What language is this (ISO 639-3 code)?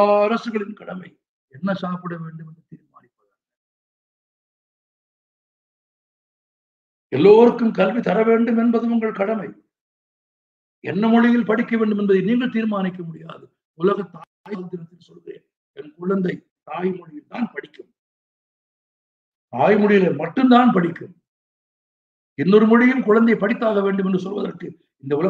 tam